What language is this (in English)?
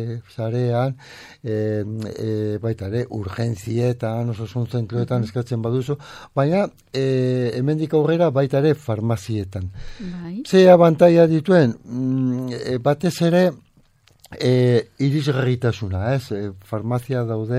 Basque